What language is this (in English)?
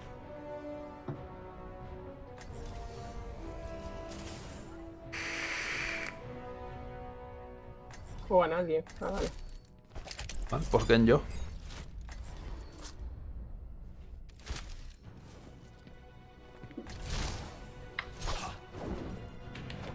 Spanish